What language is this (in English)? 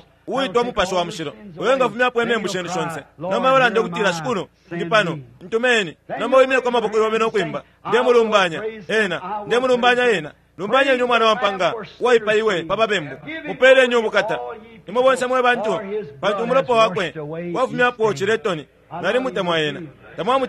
Bemba